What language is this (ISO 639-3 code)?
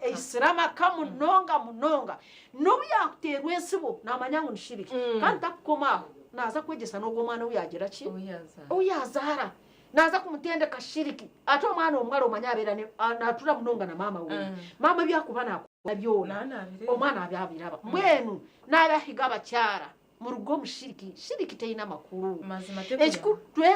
nyn